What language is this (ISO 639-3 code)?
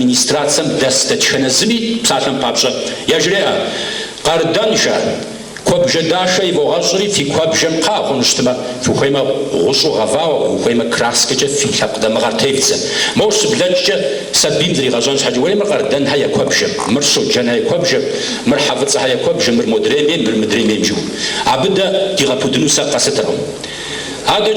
kbd